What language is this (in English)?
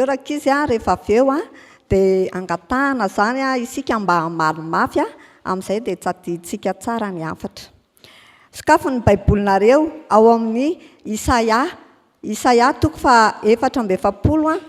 Malagasy